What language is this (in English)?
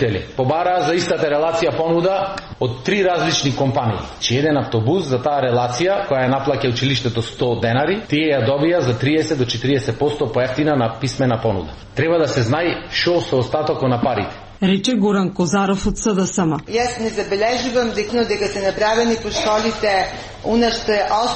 Macedonian